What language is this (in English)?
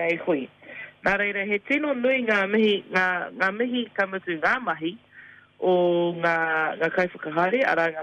Māori